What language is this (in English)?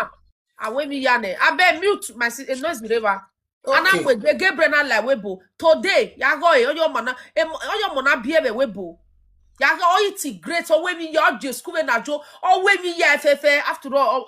Nigerian Pidgin